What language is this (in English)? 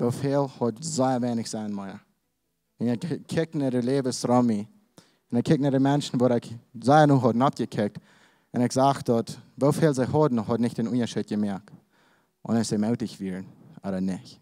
Plautdietsch